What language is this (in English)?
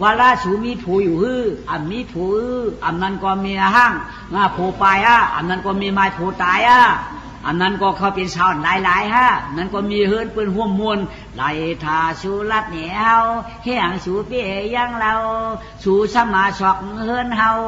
Shan